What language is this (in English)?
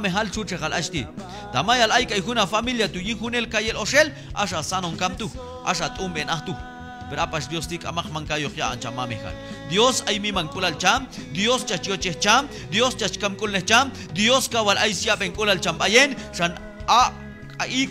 Q'anjob'al